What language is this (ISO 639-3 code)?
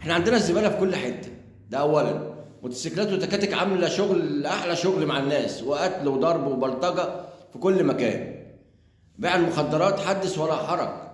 arz